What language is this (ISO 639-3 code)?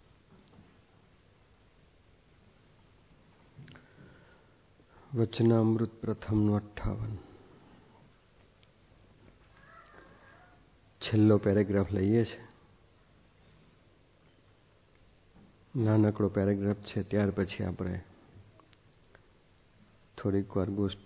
guj